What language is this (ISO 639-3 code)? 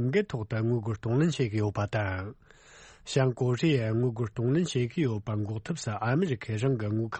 bod